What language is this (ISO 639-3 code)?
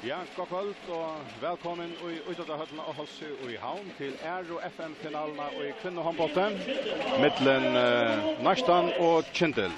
fao